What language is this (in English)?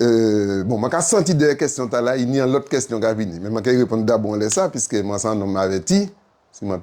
Guadeloupean Creole French